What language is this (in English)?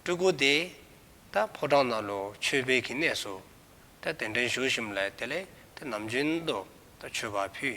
Dzongkha